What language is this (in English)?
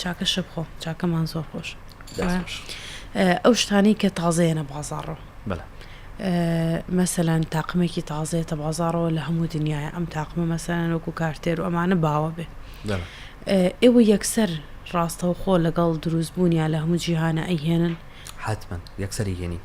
Central Kurdish